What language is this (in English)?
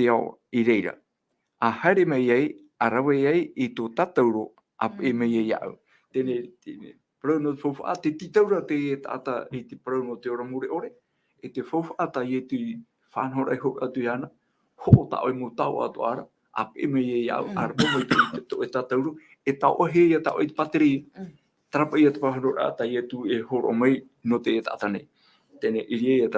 Tahitian